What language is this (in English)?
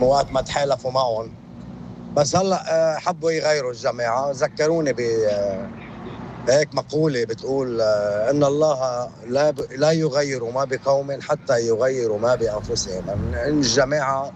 North Levantine Arabic